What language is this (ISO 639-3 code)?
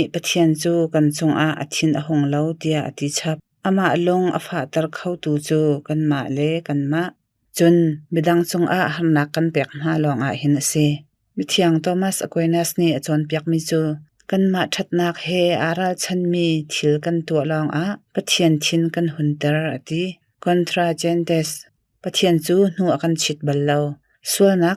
cnh